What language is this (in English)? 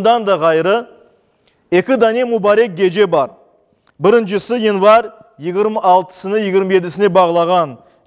Crimean Tatar